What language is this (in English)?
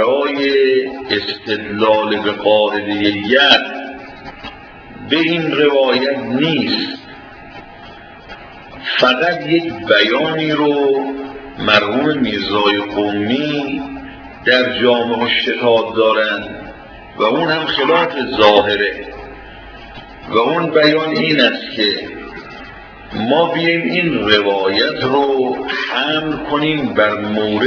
Persian